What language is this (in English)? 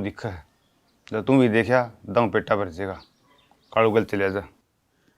Haryanvi